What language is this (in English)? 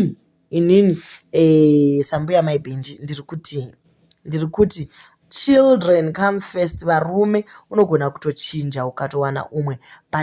Shona